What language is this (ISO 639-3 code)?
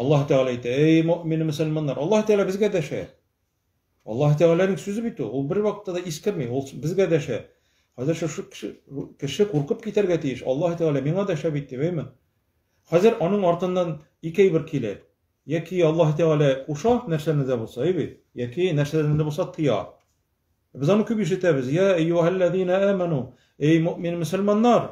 tat